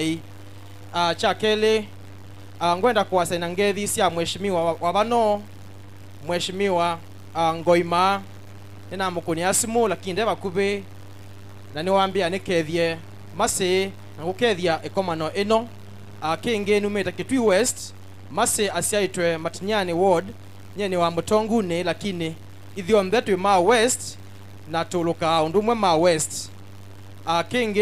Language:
Kamba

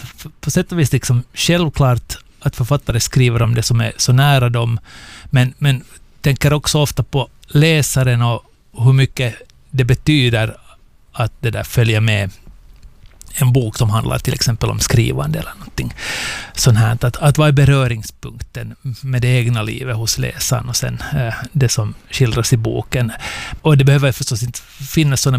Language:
Swedish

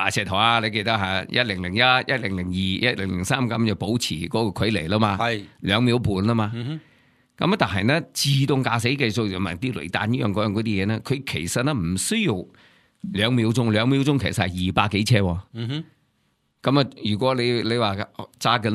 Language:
Cantonese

